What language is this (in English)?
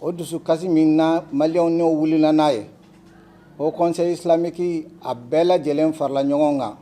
Bambara